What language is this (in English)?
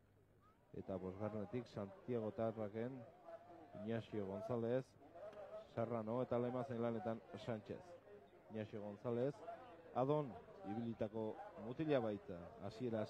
Basque